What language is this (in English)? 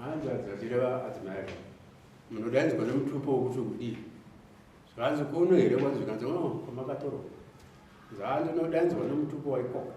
Shona